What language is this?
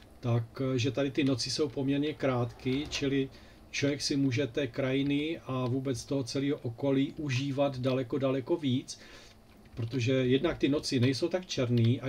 Czech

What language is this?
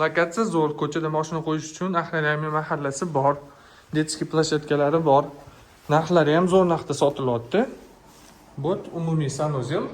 Uzbek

